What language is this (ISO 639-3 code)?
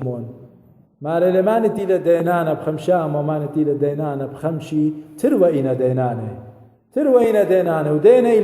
aii